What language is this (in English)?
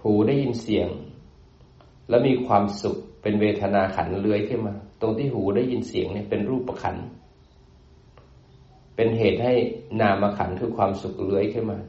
Thai